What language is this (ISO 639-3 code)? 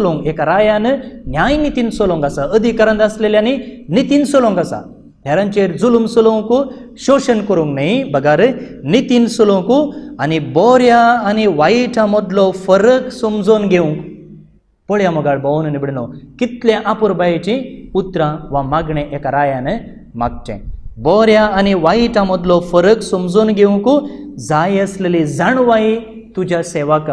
kok